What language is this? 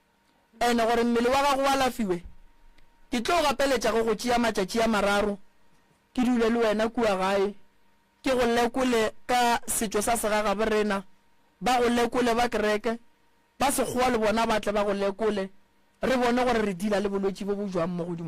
Northern Sotho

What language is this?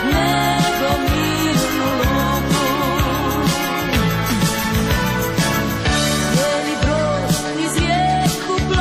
Croatian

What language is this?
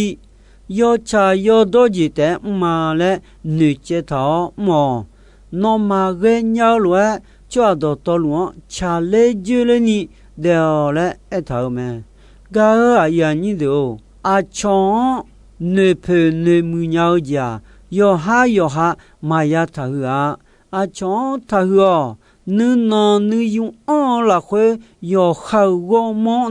Akha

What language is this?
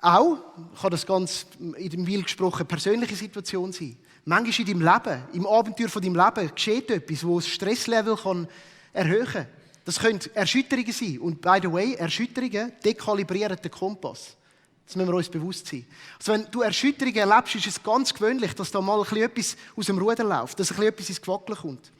Swiss German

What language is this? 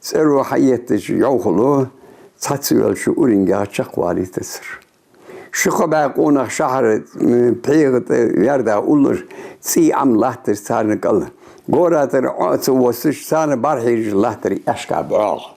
Ingush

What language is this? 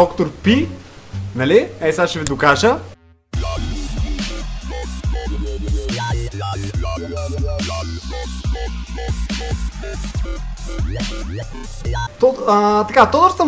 Bulgarian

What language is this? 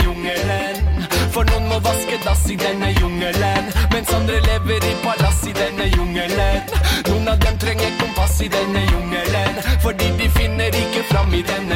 Norwegian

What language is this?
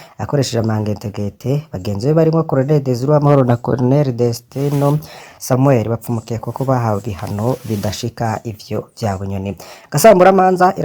Rundi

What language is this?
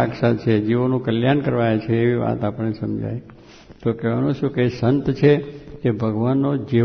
Gujarati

